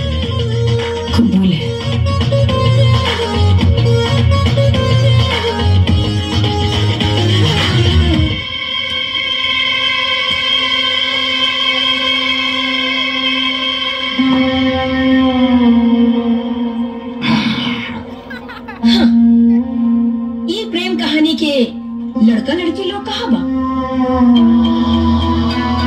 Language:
Bhojpuri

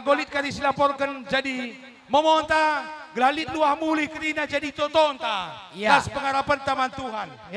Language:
Batak Karo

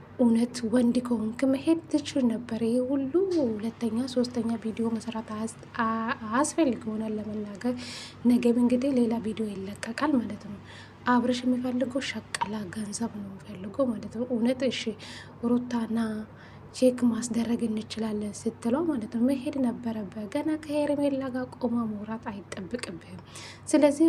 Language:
Amharic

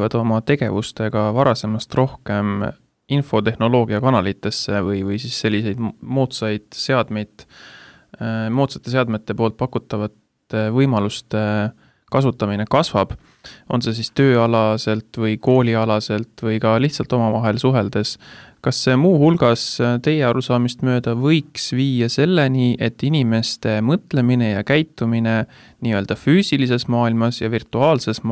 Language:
Estonian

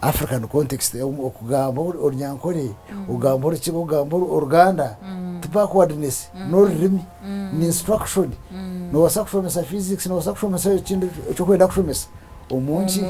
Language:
Nyankole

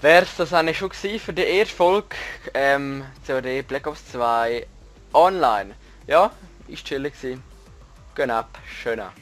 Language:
Swiss German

